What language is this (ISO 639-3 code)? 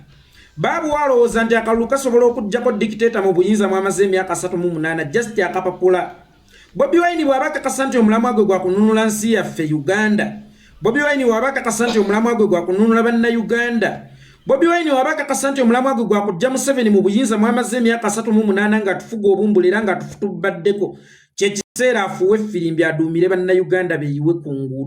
lug